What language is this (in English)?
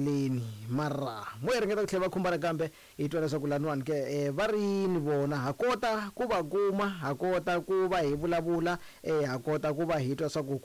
Tsonga